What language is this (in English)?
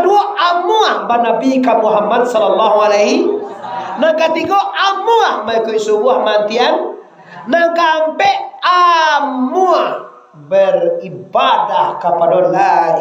Minangkabau